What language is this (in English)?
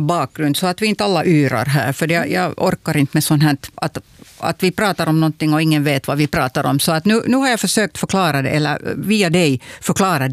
Swedish